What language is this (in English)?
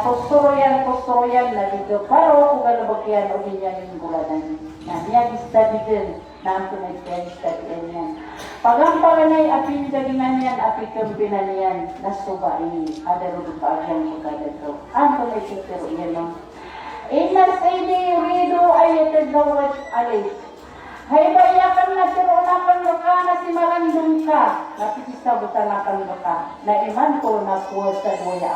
Maranao